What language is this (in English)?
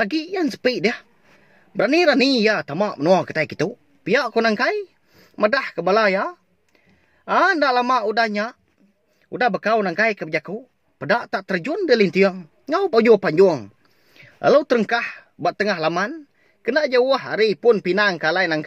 Iban